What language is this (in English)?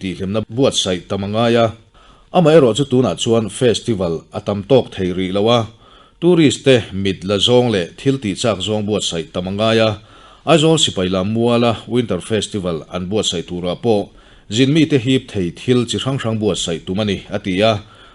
Mizo